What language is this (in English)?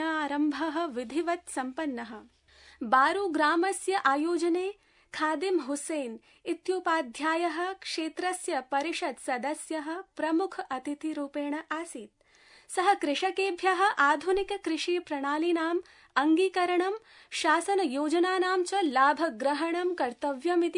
Sanskrit